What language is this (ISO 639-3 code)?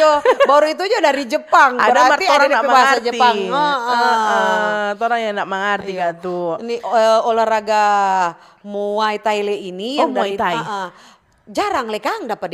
xmm